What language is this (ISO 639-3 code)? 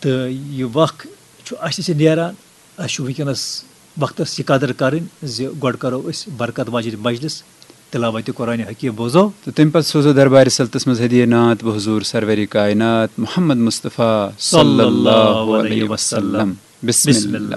kas